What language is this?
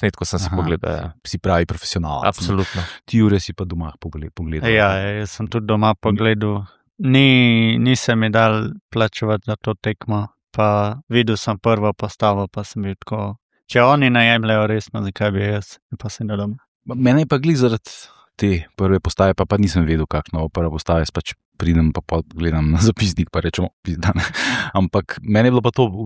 Slovenian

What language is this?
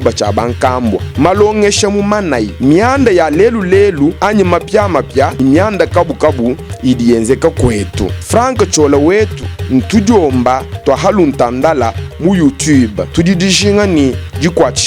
Luba-Lulua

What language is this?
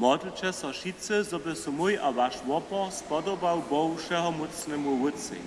Upper Sorbian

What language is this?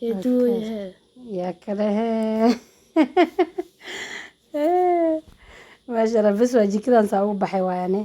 Somali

